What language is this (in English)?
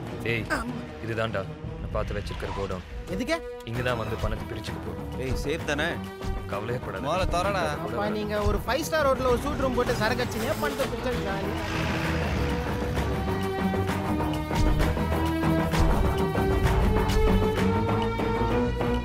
Tamil